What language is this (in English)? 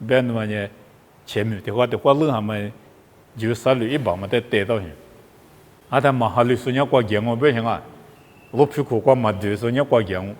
Lisu